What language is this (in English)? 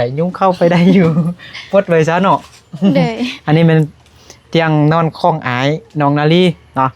Lao